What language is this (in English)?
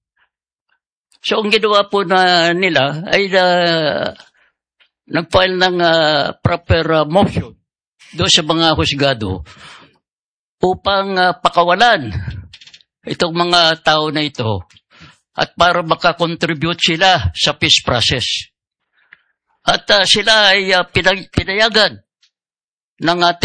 Filipino